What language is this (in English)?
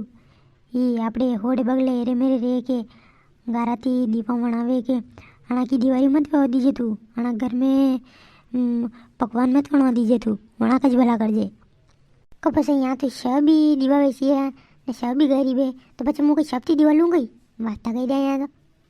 Rajasthani